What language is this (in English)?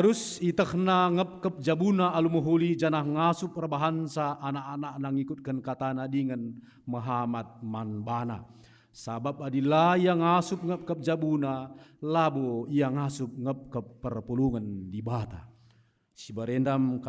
Batak Karo